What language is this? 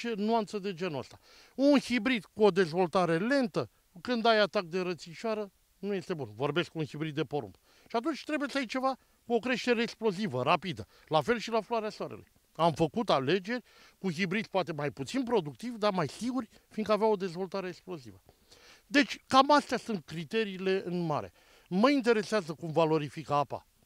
Romanian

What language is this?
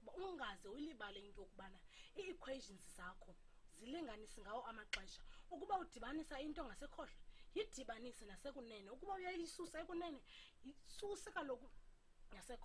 Xhosa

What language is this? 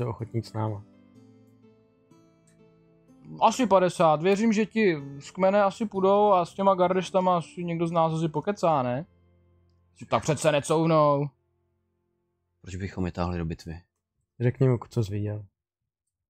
Czech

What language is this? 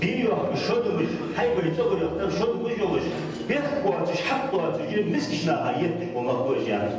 Ingush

